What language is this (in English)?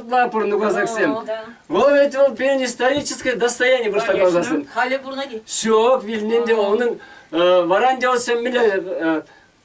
Chuvash